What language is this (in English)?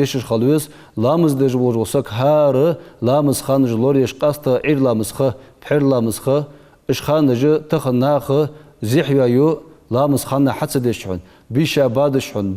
Ingush